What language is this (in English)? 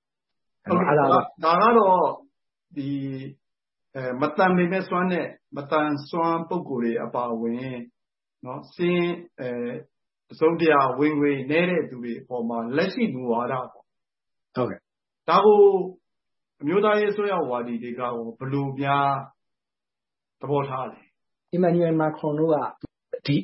Burmese